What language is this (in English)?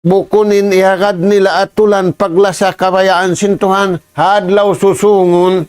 Tausug